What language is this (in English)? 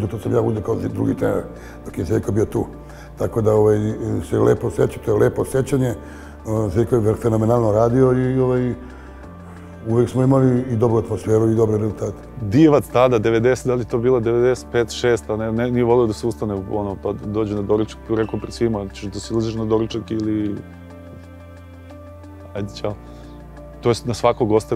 Serbian